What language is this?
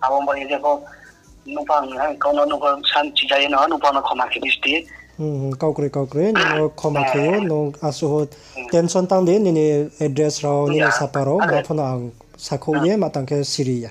Riang (India)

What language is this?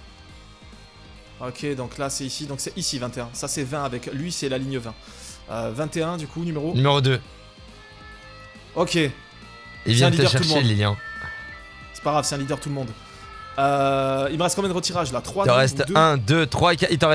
French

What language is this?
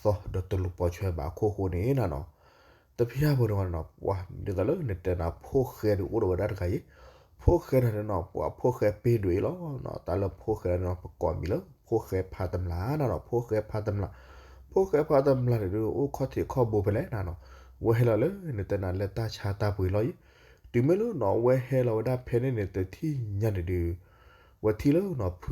S'gaw Karen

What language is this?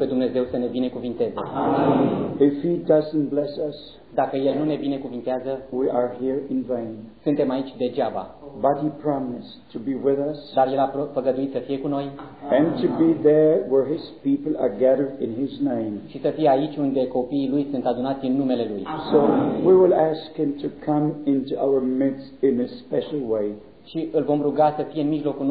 Romanian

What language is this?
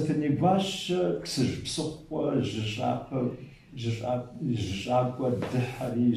Kabardian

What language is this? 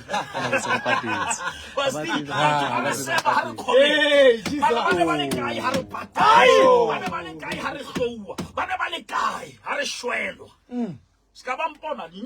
Southern Sotho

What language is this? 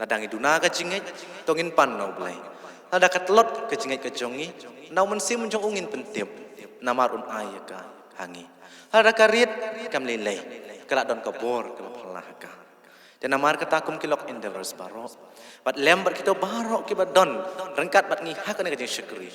Khasi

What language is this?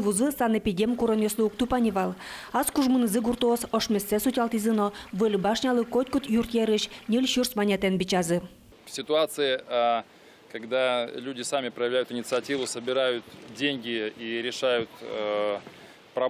Udmurt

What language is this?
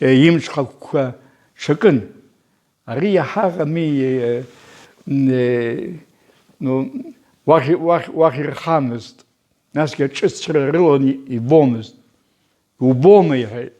Abkhazian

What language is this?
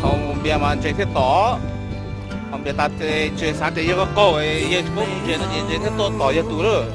Hmong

